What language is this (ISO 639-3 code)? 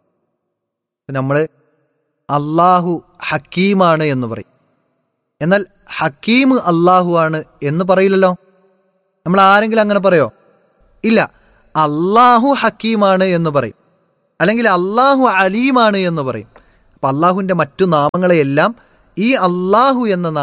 mal